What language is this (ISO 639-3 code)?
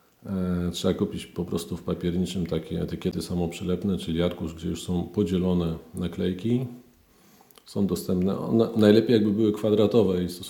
pol